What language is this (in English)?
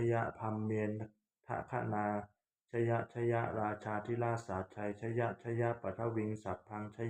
Pali